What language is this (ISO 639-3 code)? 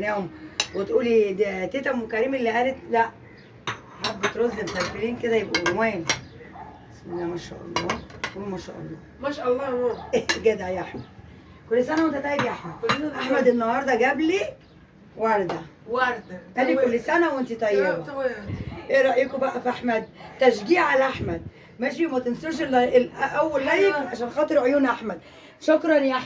arz